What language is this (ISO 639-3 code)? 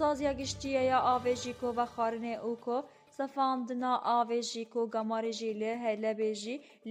kur